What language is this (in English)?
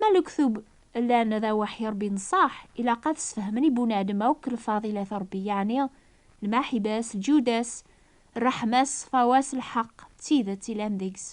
Kabyle